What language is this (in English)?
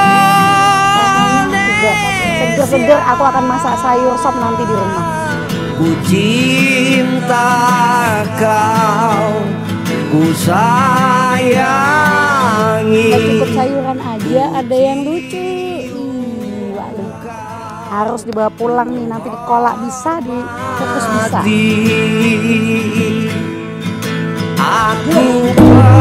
Indonesian